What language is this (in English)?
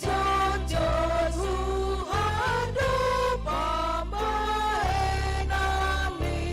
Batak Toba